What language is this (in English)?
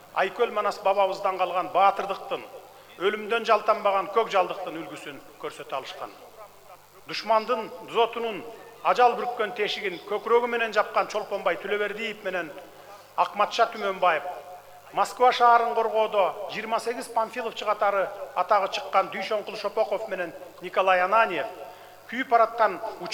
Kyrgyz